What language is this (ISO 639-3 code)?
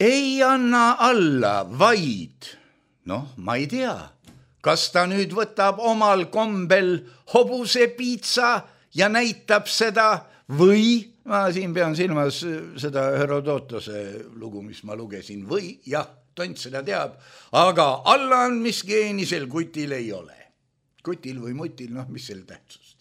est